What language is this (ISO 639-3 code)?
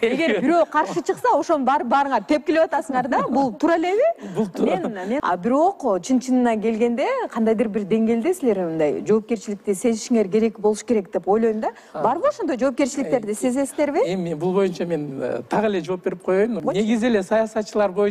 kir